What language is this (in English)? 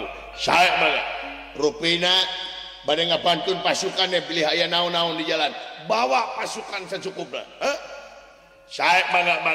Sundanese